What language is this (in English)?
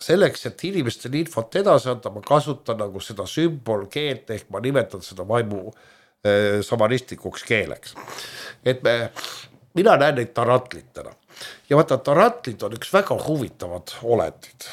Estonian